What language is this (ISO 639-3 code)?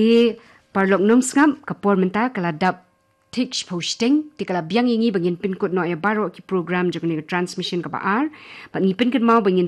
kha